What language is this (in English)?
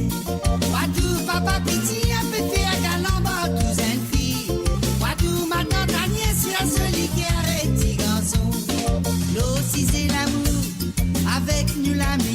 Morisyen